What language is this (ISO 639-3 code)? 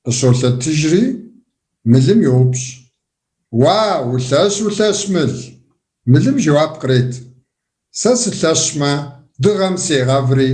kbd